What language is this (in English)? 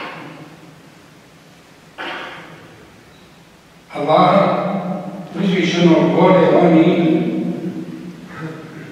Bosnian